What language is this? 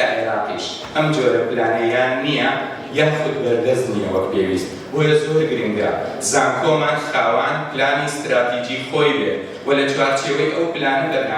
Central Kurdish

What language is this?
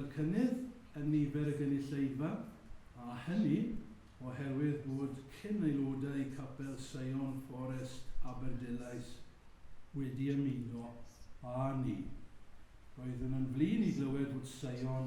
Welsh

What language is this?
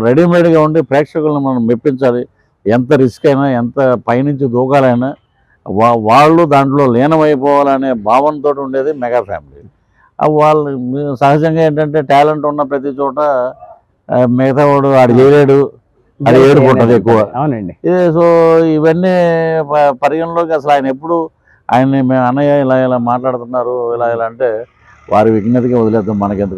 Telugu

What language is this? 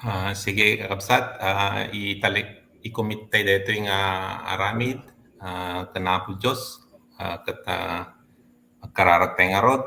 Iloko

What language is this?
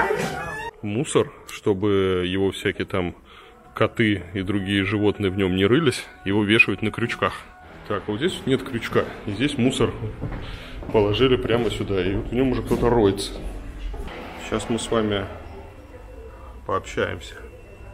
Russian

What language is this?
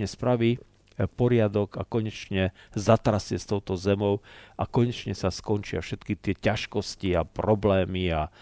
Slovak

